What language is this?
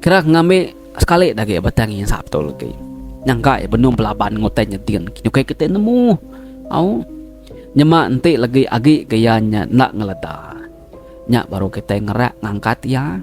Iban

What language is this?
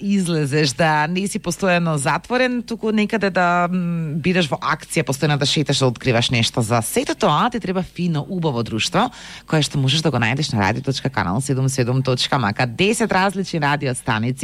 Macedonian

